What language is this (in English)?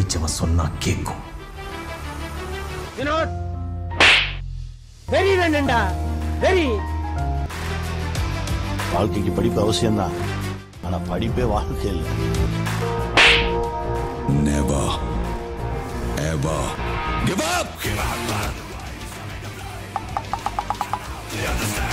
Tamil